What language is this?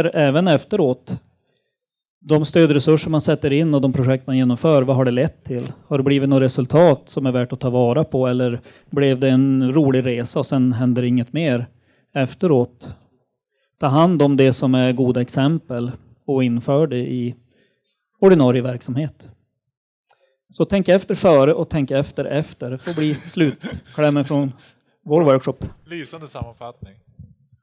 Swedish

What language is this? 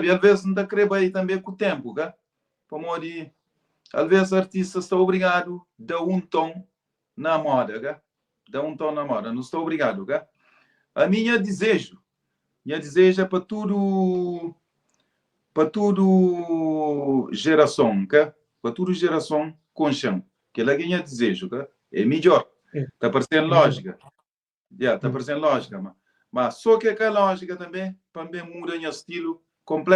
Kabuverdianu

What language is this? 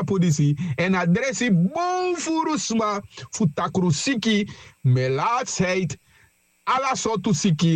Sranan Tongo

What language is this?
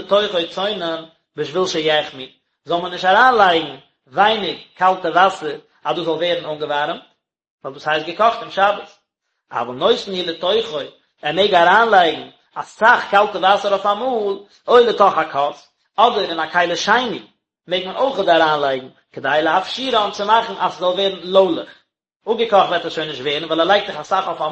Yiddish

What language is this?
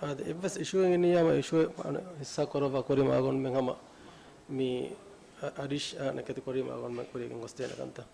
Divehi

